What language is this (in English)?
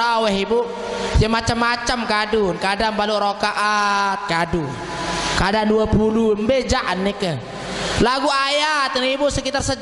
Sasak